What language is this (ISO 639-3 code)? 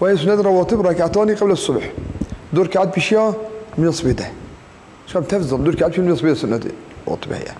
kur